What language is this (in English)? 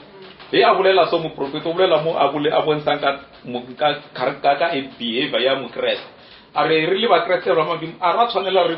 Northern Sotho